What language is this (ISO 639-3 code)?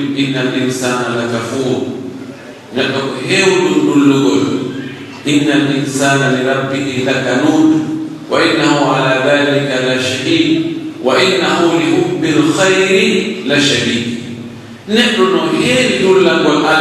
fuf